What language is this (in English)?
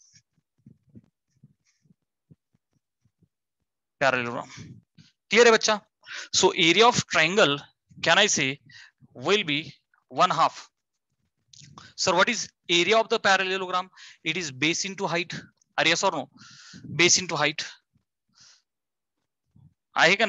Marathi